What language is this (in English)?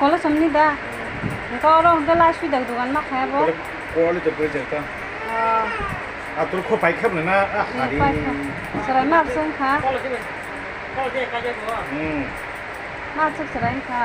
Kok Borok